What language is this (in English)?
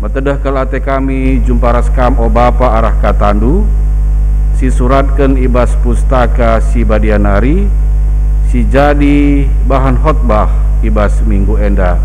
Batak Karo